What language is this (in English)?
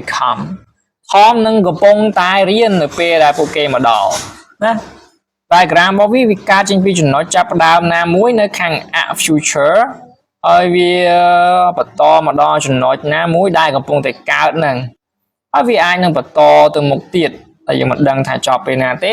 Khmer